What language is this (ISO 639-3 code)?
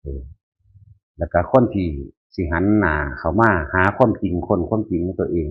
tts